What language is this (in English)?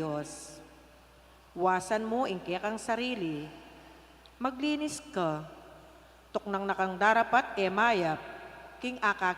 Pampanga